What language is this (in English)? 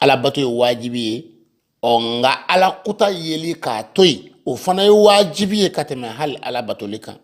Bambara